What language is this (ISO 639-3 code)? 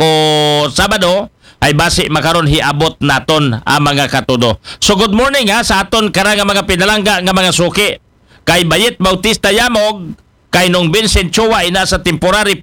akl